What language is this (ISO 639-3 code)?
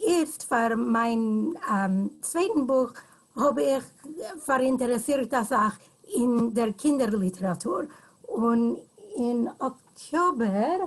yid